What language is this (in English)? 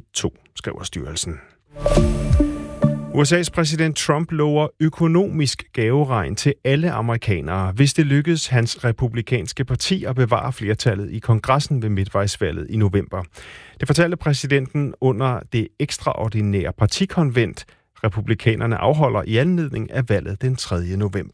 Danish